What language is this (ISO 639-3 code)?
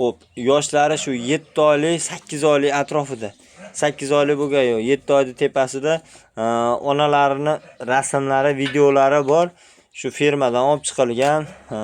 uzb